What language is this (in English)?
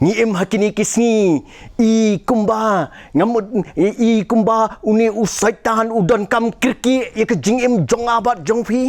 Khasi